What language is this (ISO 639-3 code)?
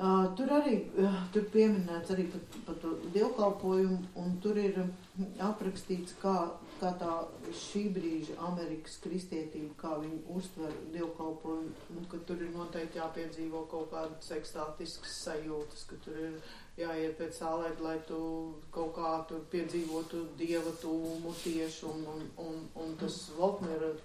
lav